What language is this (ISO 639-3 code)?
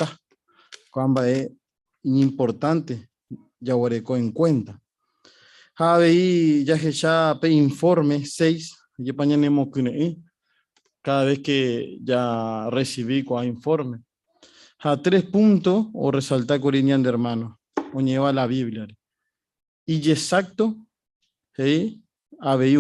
grn